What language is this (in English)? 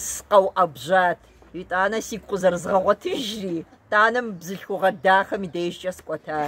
Kabardian